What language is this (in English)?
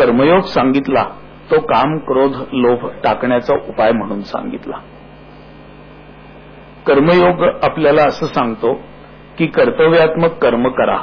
Marathi